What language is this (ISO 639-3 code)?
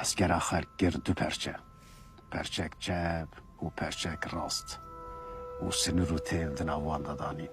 kur